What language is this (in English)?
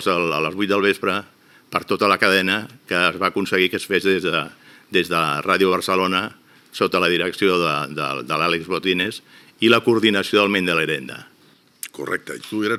Catalan